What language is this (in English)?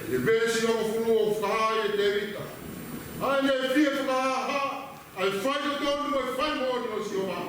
Tongan